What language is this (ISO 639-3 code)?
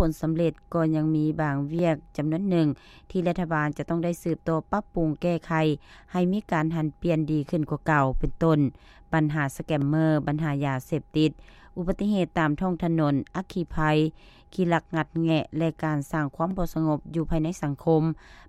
lao